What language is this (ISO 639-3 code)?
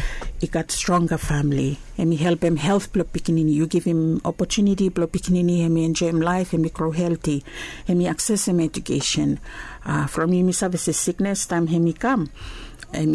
bis